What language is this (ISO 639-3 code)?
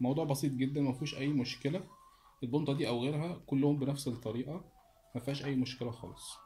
arz